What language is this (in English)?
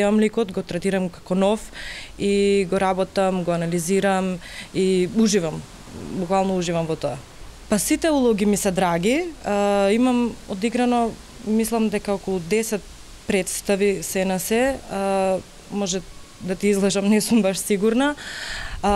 Macedonian